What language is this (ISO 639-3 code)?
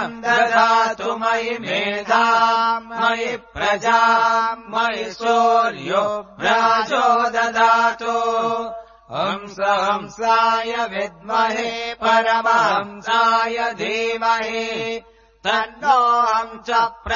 san